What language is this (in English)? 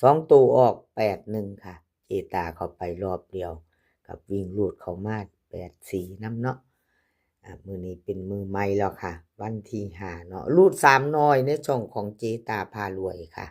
Northeastern Thai